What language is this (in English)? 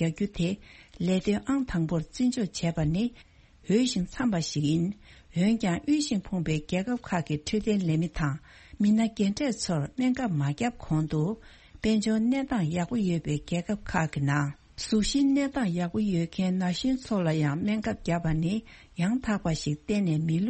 Tibetan